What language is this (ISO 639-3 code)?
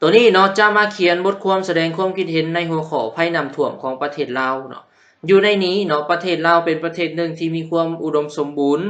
lao